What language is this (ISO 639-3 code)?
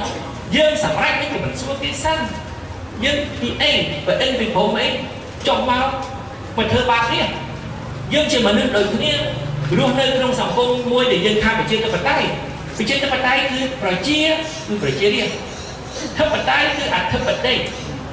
khm